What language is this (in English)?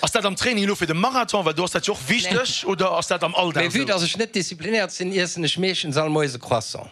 Luxembourgish